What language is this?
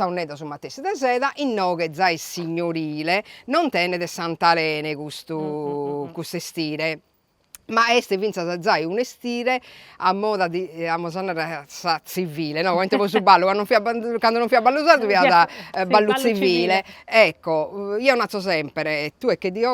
Sardinian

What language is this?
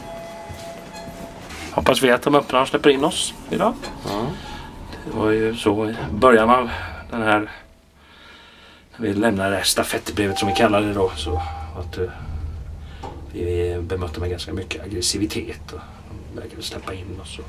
Swedish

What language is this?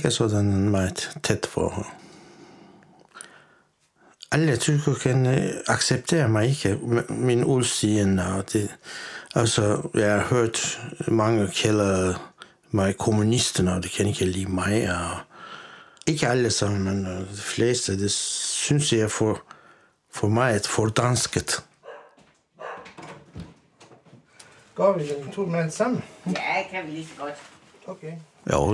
Danish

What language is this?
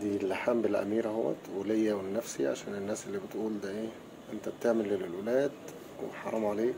Egyptian Arabic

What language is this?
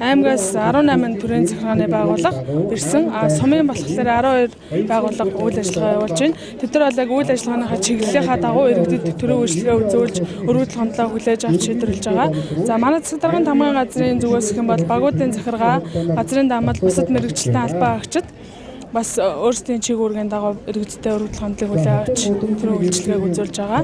Mongolian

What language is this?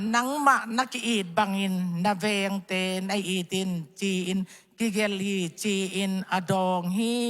Tedim Chin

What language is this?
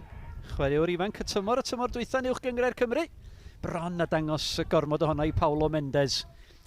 Welsh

